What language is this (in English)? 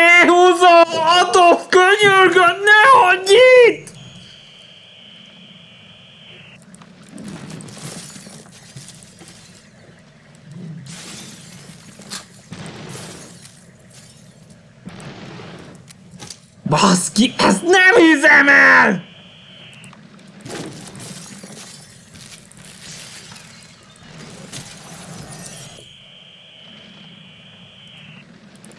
Hungarian